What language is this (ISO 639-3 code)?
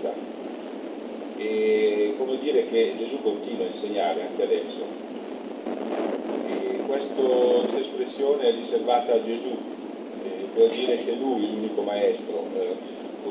ita